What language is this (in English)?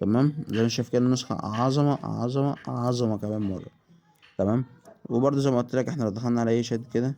Egyptian Arabic